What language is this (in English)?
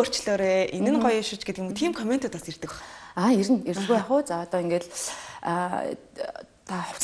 Mongolian